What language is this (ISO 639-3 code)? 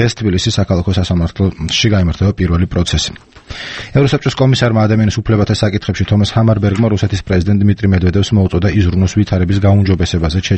kat